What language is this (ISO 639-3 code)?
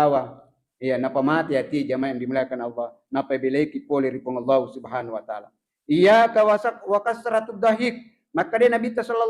bug